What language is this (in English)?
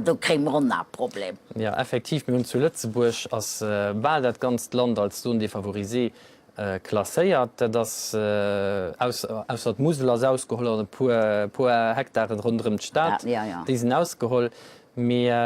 Luxembourgish